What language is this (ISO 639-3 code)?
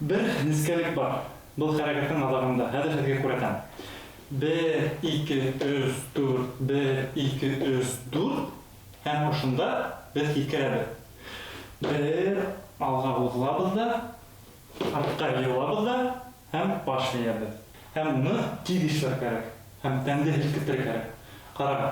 bak